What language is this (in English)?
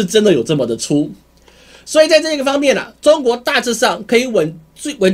Chinese